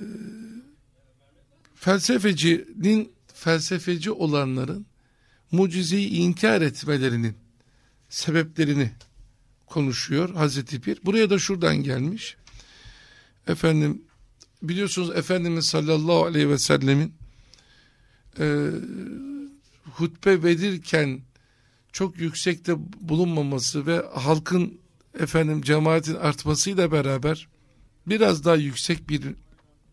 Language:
Turkish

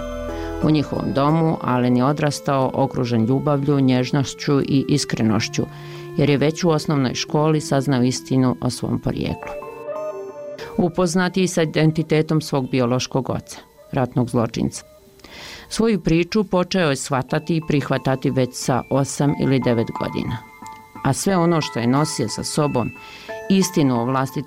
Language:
Bosnian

